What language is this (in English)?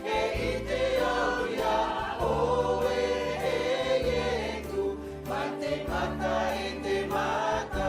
Tahitian